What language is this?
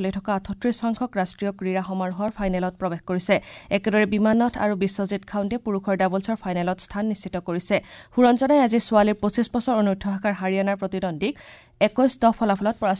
Assamese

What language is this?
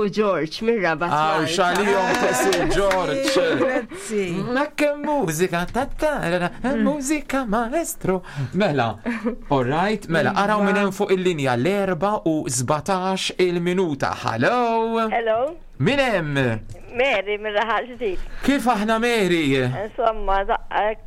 Maltese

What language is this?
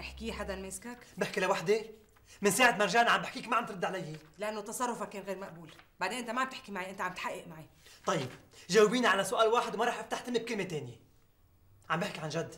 North Levantine Arabic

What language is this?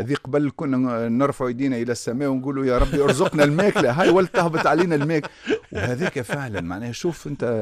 Tunisian Arabic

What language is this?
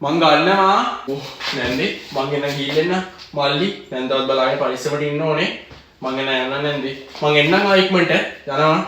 Sinhala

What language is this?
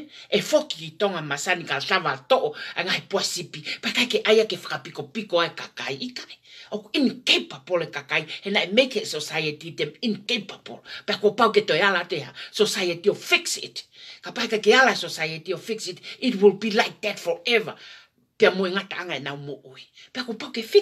Tongan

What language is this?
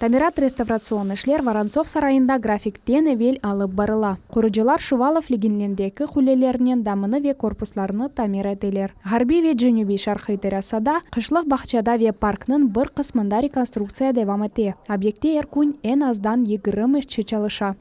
Crimean Tatar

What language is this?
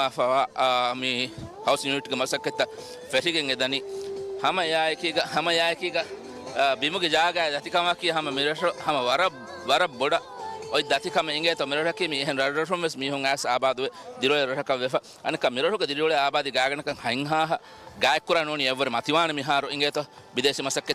Divehi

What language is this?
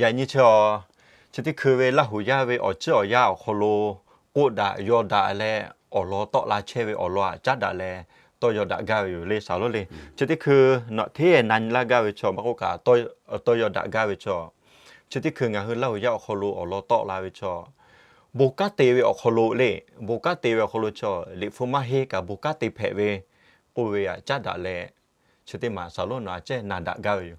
Lahu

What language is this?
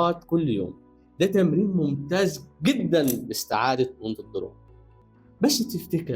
Egyptian Arabic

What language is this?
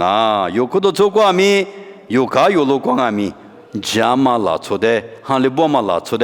Lisu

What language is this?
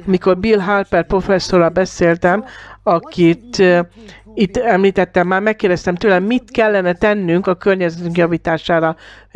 Hungarian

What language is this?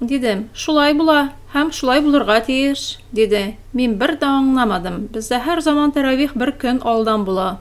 Tatar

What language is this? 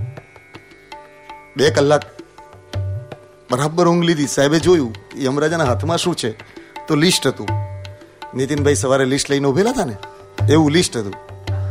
Gujarati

